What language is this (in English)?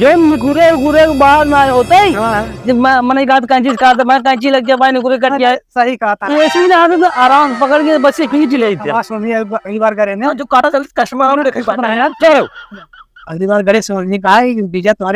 Awadhi